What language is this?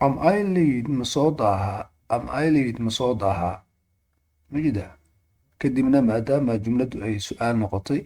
Somali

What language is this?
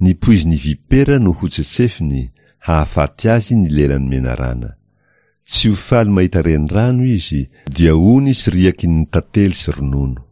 Malagasy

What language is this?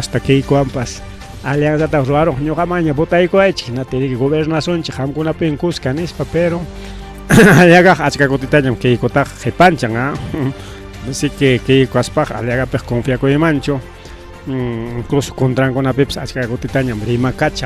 Ayacucho Quechua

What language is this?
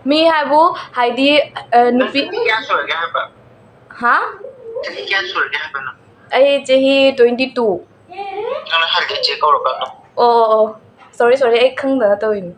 Manipuri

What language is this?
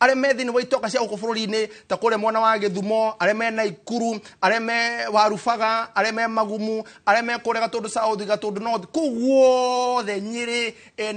Kikuyu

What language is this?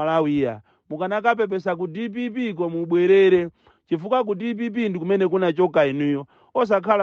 Nyanja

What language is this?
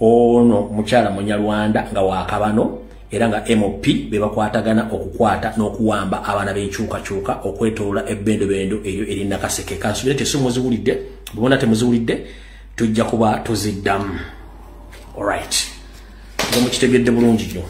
Ganda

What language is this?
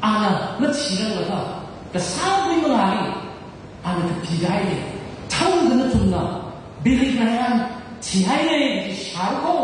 Tangkhul Naga (India)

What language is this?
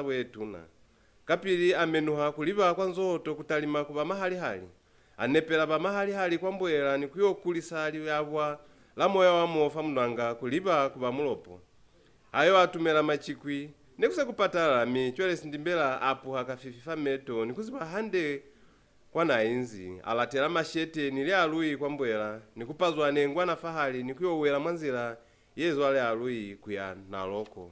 Lozi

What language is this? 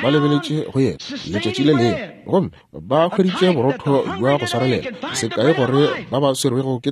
Northern Sotho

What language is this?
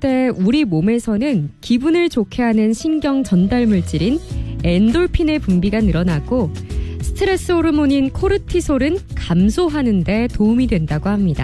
Korean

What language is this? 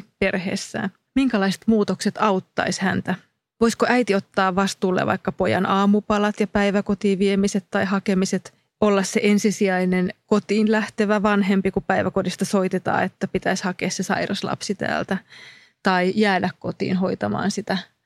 Finnish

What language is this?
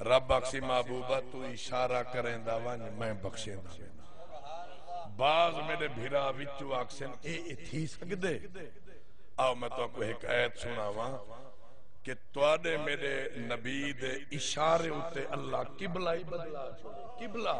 Saraiki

